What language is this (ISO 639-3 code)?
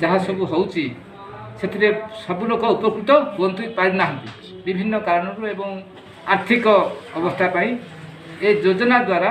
ori